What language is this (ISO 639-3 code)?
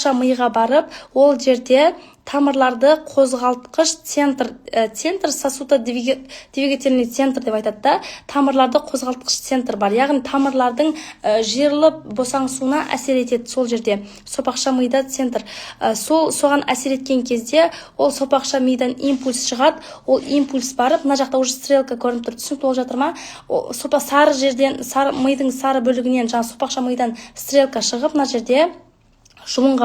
kaz